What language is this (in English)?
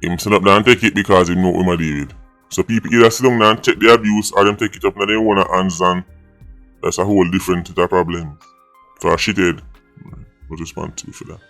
Jamaican Creole English